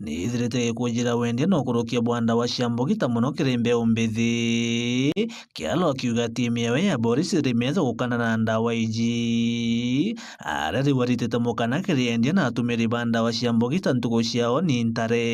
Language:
Meru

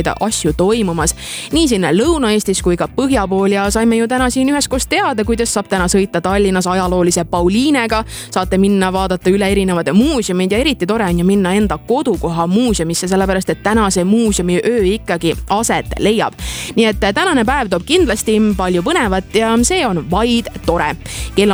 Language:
Estonian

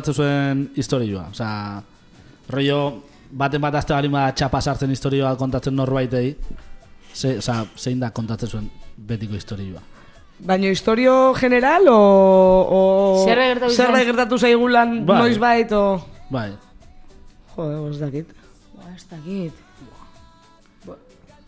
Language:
Basque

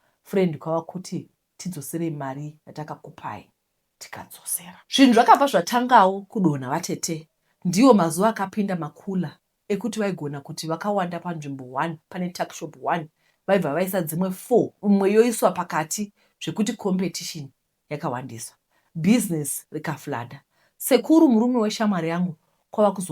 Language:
Shona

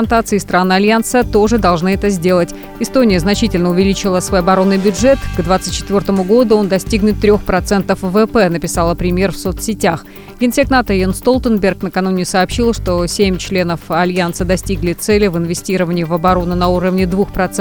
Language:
Russian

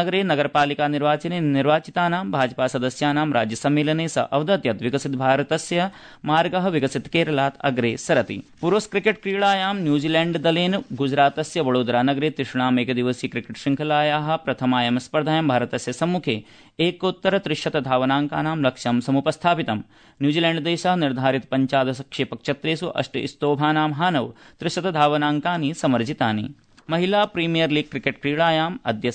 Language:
Sanskrit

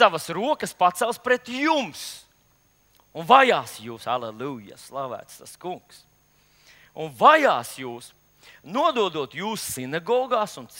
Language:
Latvian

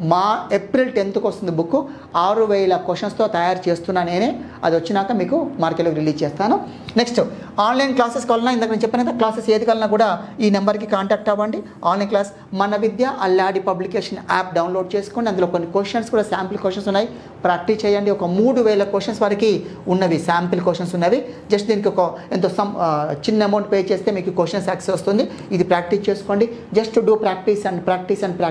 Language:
Telugu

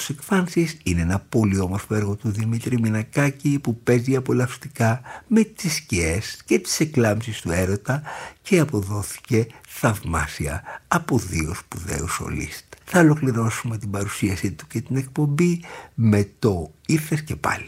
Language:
Greek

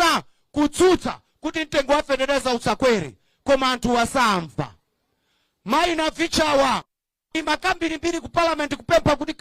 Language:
Nyanja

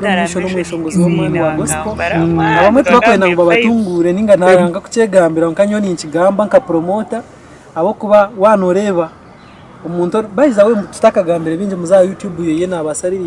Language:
Nyankole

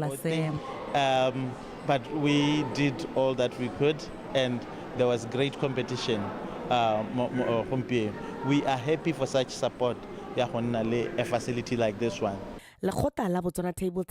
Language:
Tswana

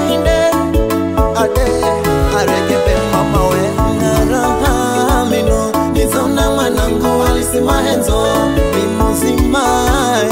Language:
Swahili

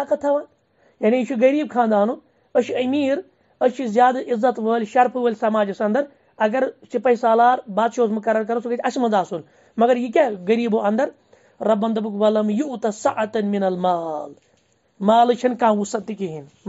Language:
Kashmiri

